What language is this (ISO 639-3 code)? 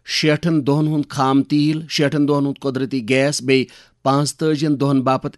kas